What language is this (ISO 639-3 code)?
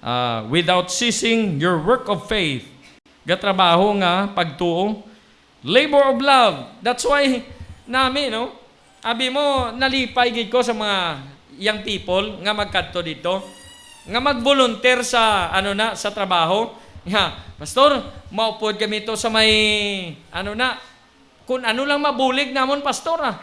hil